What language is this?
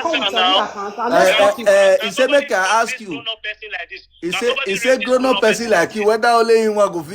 Nigerian Pidgin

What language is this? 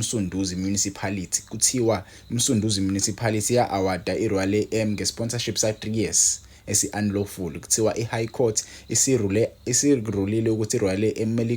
Zulu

